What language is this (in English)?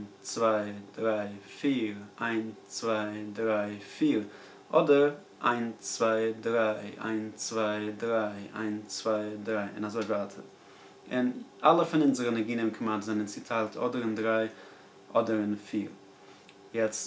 Yiddish